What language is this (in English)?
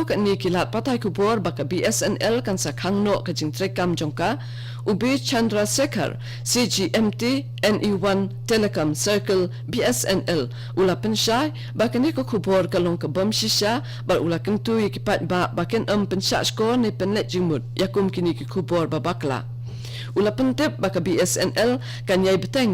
Khasi